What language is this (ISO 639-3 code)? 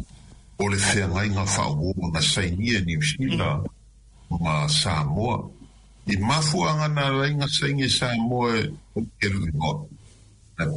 smo